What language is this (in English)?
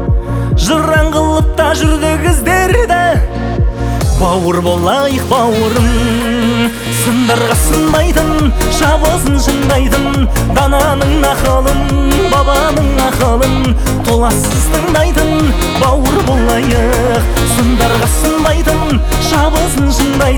Kazakh